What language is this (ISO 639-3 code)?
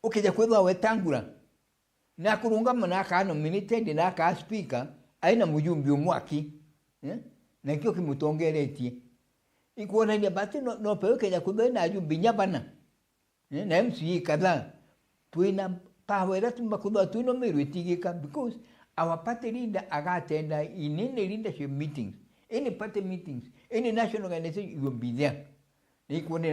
mer